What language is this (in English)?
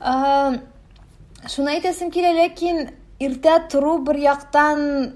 Tatar